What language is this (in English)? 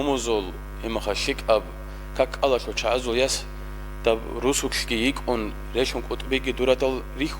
Avaric